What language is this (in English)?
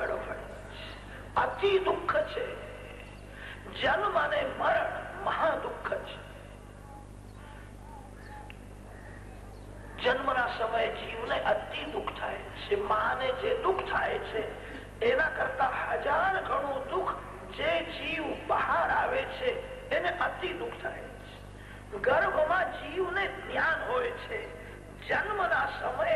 Gujarati